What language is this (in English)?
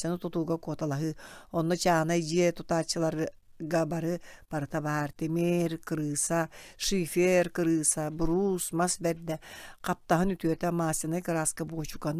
Yakut